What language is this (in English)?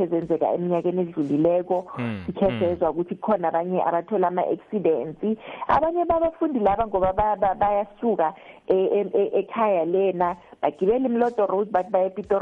South Ndebele